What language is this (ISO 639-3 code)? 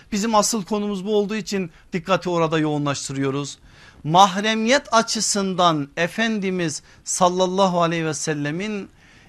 tur